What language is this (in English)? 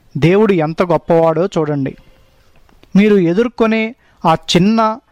Telugu